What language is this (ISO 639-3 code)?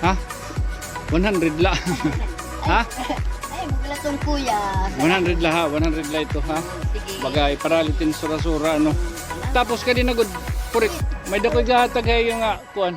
war